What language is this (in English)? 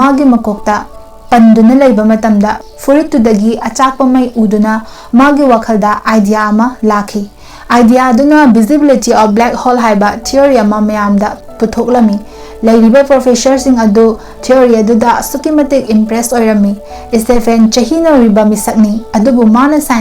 Manipuri